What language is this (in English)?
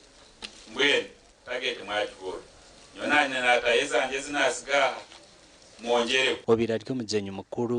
Nyankole